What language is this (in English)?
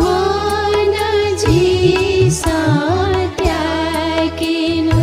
Newari